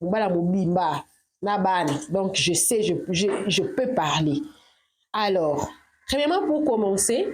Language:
Lingala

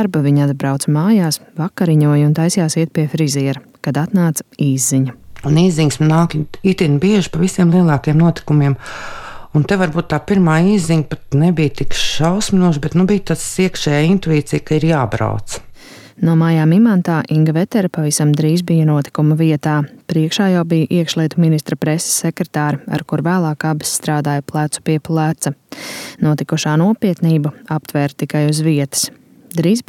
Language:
Latvian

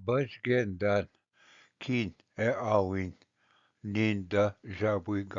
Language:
Ojibwa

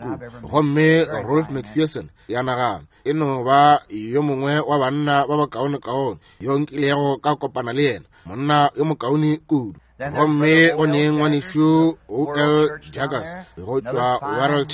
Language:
Northern Sotho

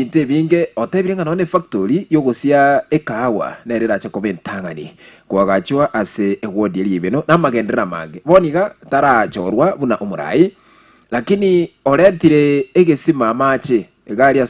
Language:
Gusii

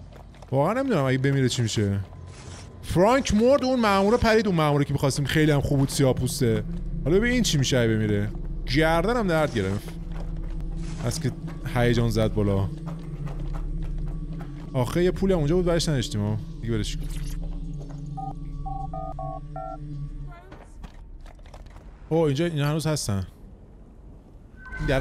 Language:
Persian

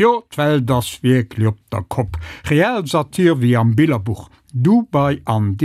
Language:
Luxembourgish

